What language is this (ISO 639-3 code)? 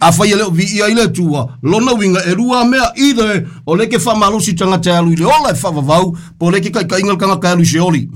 smo